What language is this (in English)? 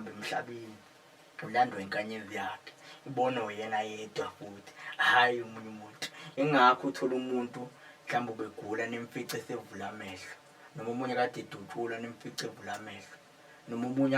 Zulu